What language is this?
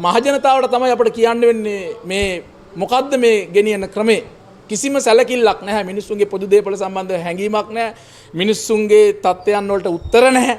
Sinhala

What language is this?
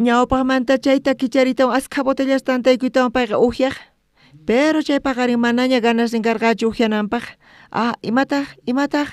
South Bolivian Quechua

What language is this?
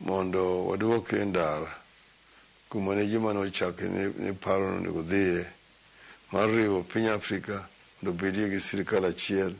Luo (Kenya and Tanzania)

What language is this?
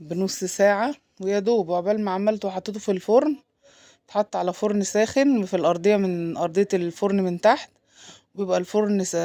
Egyptian Arabic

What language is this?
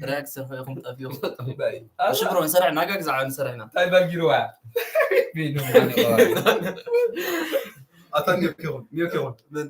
Tigrinya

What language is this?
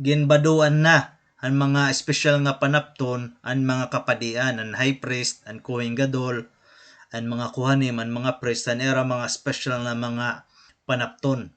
Waray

